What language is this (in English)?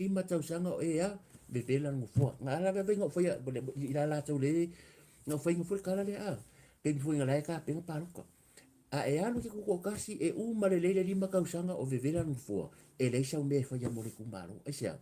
Samoan